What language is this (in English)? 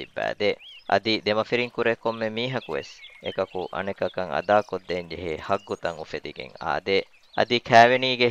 Divehi